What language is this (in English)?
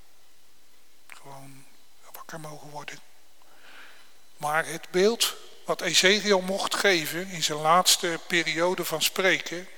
Dutch